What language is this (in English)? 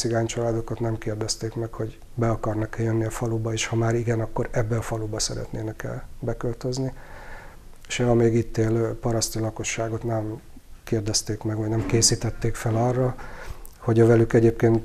Hungarian